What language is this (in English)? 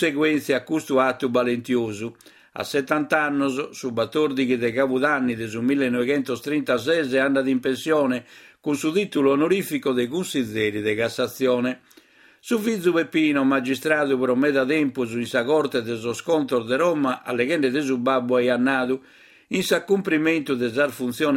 Sardinian